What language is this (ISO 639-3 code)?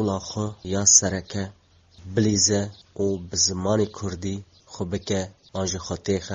kur